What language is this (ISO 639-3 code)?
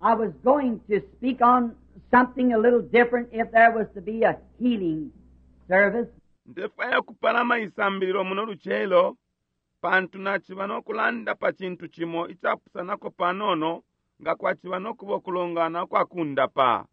bem